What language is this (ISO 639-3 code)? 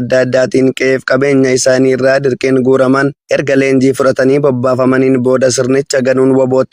orm